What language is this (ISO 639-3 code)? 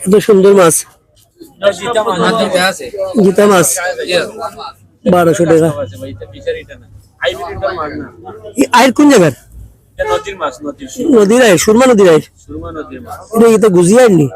syl